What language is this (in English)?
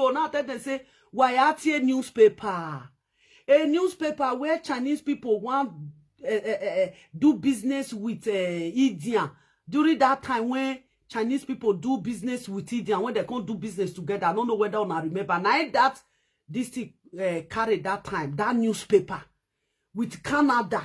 Nigerian Pidgin